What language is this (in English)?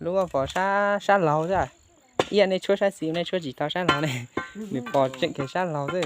Hmong